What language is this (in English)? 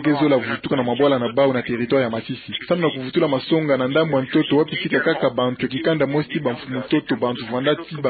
Kituba (Democratic Republic of Congo)